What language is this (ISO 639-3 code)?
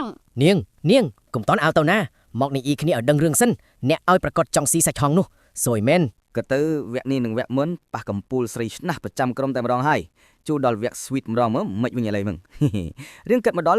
khm